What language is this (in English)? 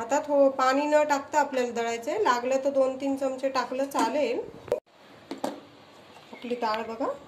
Marathi